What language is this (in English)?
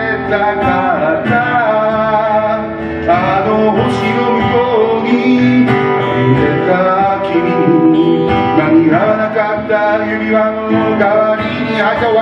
Japanese